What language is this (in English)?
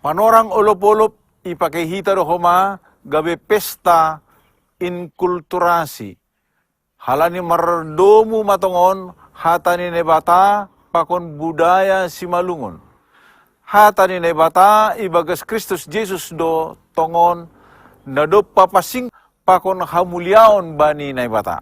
Batak Simalungun